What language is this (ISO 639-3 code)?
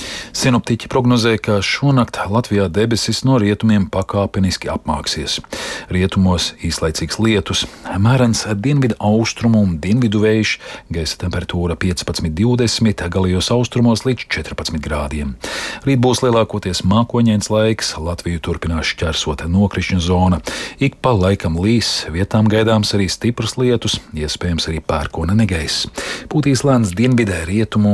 lav